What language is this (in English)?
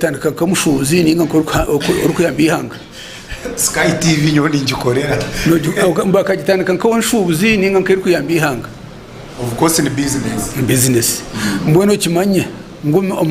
Nyankole